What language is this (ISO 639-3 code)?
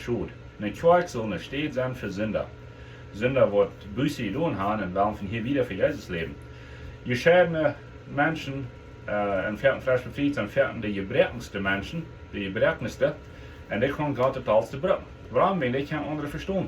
pdt